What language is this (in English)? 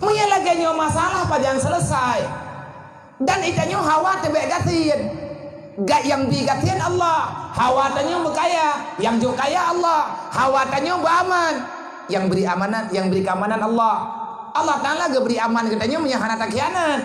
Achinese